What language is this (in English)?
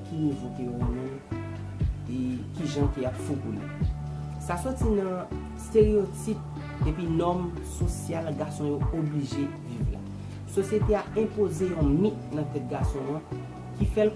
Haitian Creole